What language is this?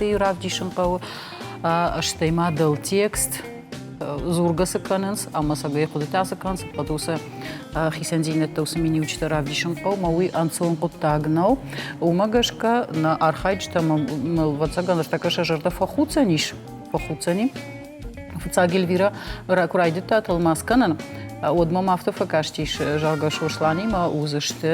Ossetic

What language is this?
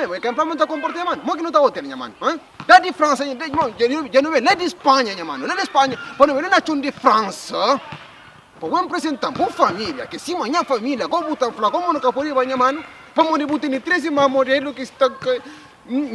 Kabuverdianu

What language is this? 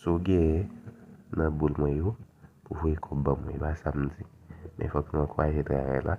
Haitian Creole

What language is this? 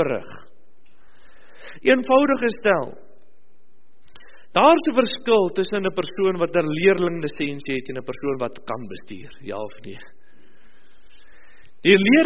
Afrikaans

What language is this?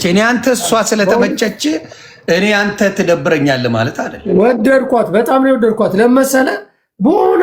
Amharic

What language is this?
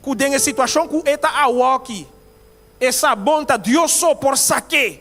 Papiamento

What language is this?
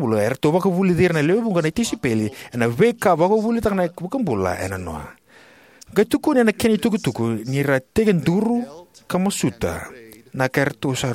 Fijian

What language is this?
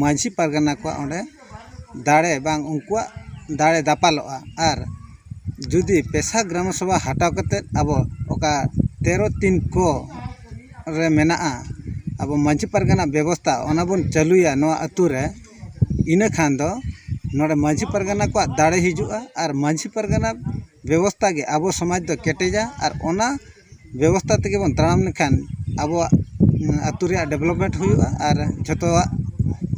Santali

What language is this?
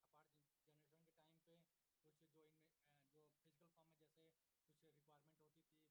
Hindi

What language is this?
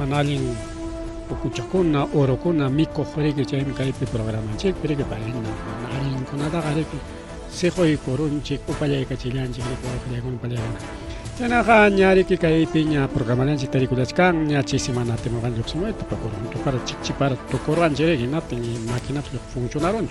Ayacucho Quechua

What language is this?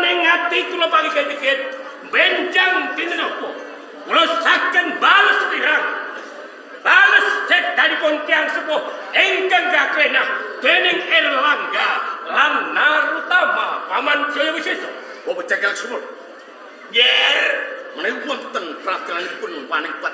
Javanese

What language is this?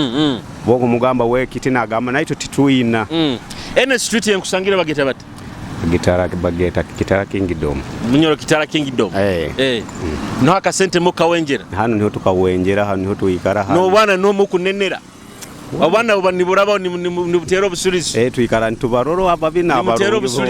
Nyoro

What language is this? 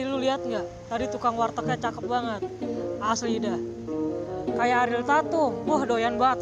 Betawi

